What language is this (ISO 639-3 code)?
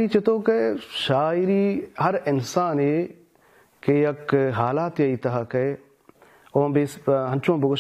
bal